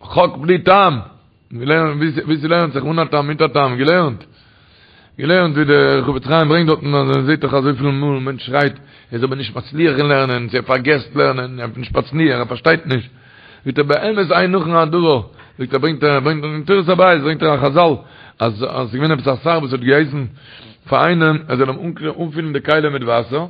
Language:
Yiddish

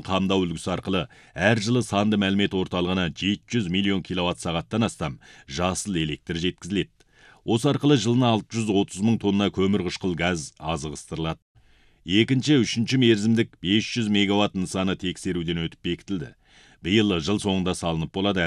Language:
Kazakh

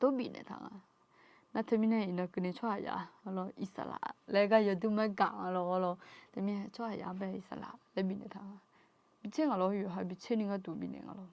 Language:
Akha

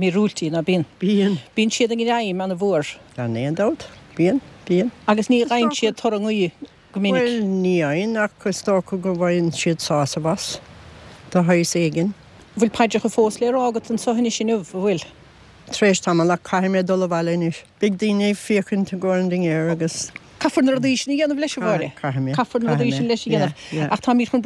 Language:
Irish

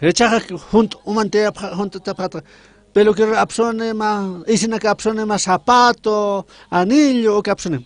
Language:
Aymara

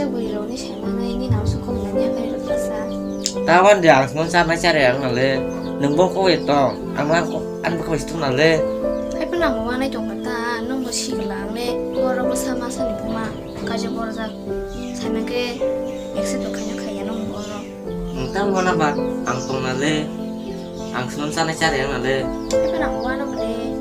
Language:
Kok Borok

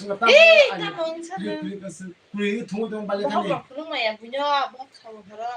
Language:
Kok Borok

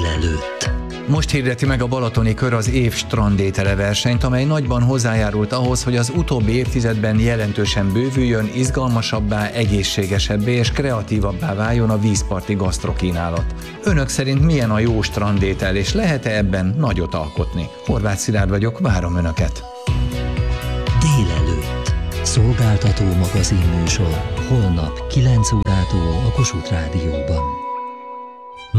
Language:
Hungarian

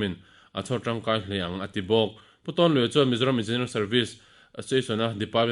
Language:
Mizo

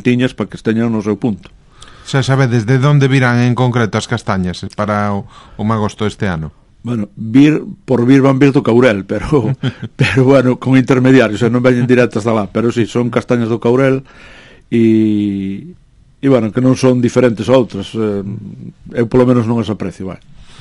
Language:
Galician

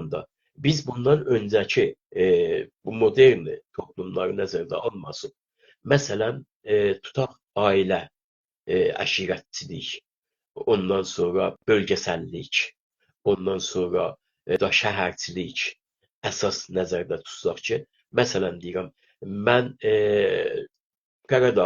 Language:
South Azerbaijani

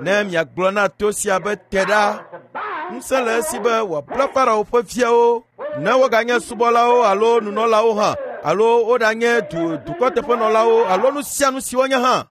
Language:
Ewe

